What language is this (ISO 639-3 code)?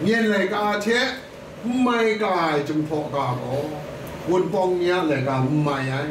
kac